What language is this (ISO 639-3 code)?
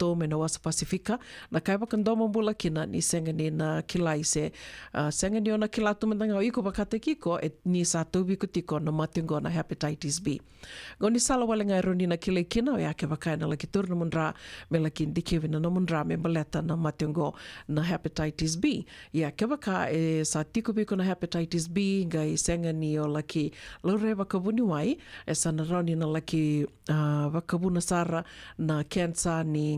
fij